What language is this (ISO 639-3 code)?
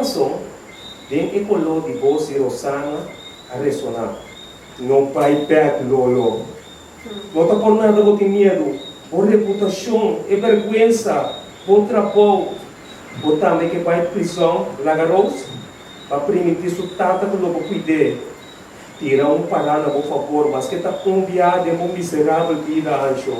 pap